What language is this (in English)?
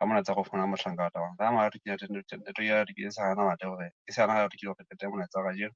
Southern Sotho